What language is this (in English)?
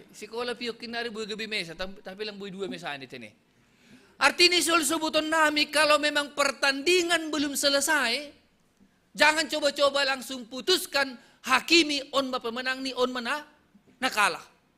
Batak Simalungun